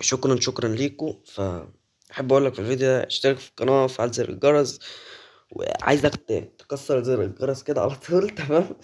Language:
Egyptian Arabic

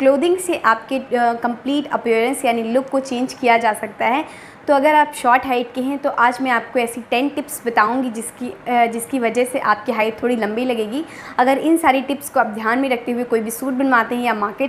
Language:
Hindi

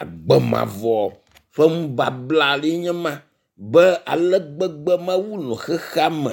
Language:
Ewe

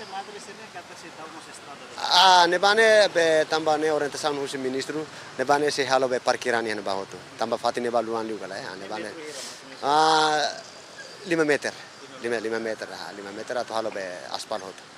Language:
Tetum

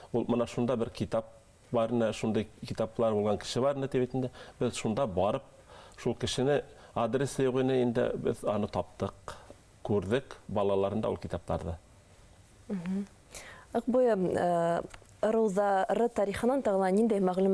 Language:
Bashkir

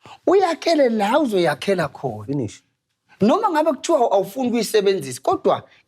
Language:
Zulu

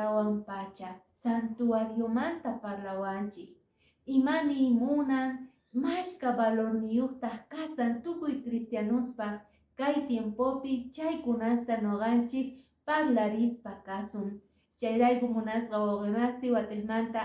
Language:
Quechua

